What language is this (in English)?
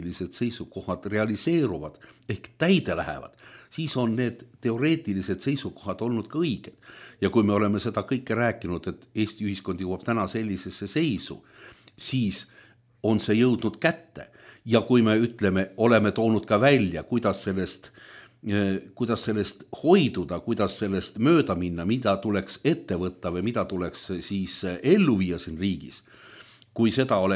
Estonian